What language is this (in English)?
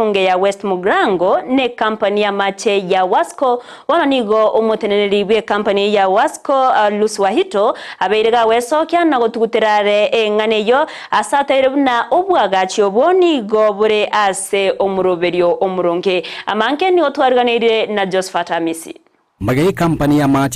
Gusii